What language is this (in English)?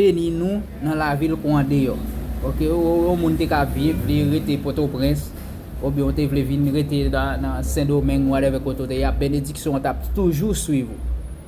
Haitian Creole